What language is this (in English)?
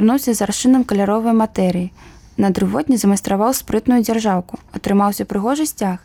Belarusian